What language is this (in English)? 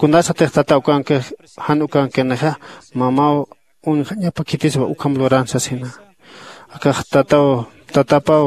Aymara